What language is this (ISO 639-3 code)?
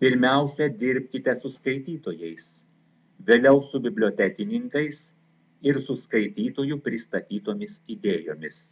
lit